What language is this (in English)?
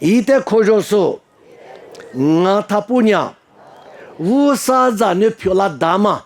Lisu